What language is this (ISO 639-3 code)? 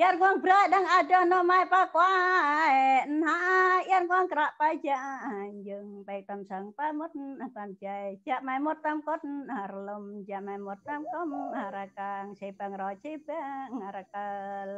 cmo